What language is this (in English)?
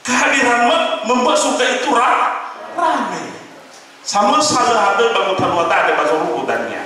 Nias